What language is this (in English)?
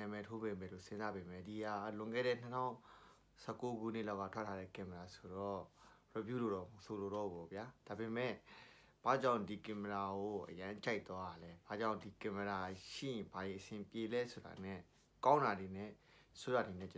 Burmese